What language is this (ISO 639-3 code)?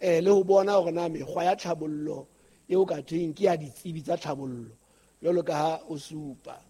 sot